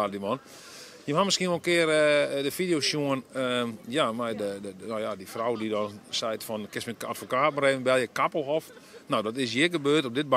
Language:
Western Frisian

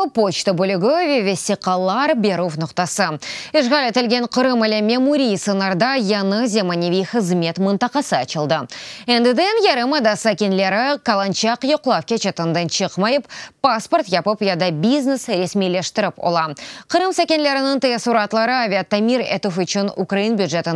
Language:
Crimean Tatar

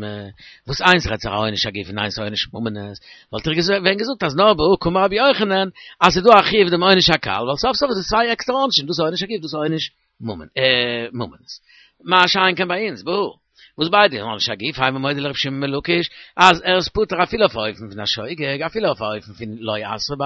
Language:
Yiddish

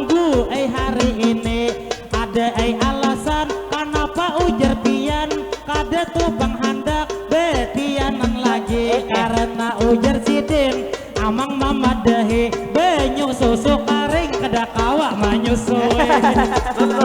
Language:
Banjar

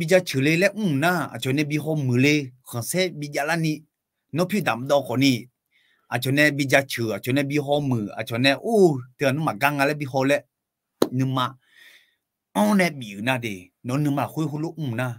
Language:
Akha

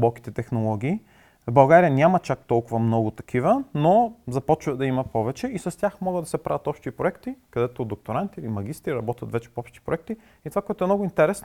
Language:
Bulgarian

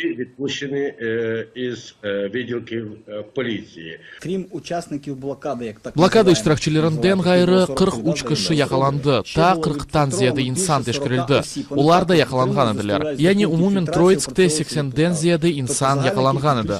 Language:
Crimean Tatar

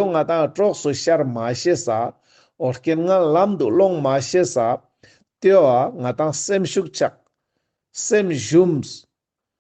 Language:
Ladakhi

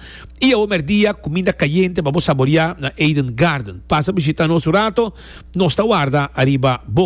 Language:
Papiamento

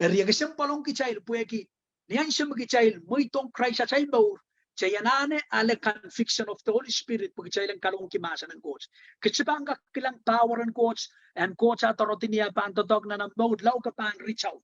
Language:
Pohnpeian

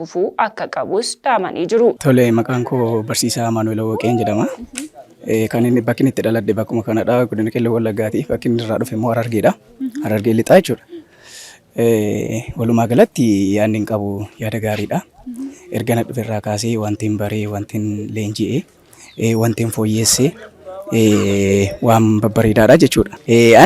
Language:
Oromo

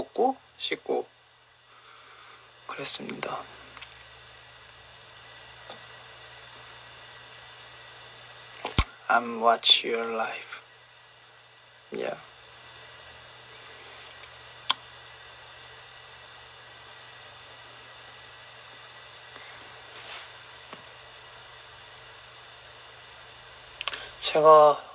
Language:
Korean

